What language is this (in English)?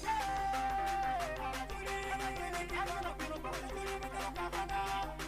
Acoli